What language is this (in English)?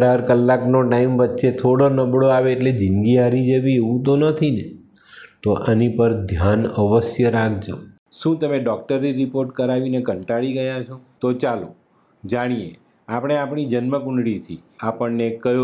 Gujarati